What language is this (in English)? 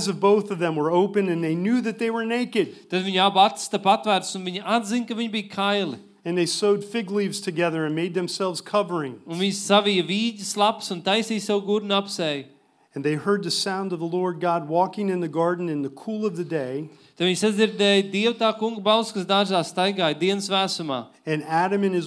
Latvian